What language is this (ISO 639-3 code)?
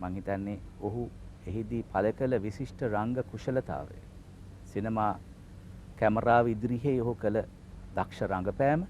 sin